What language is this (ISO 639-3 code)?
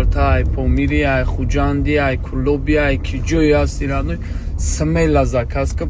tgk